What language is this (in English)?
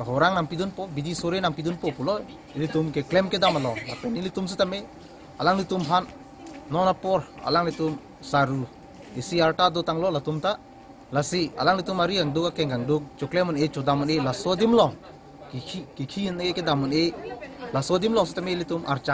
Karbi